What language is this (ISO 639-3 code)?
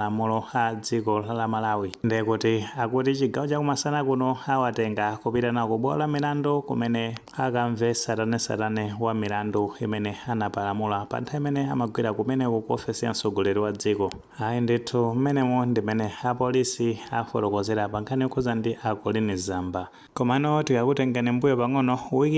nya